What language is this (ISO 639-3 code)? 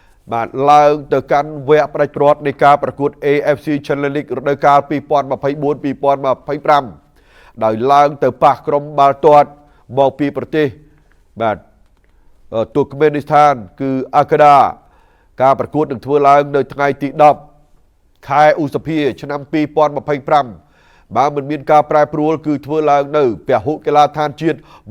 khm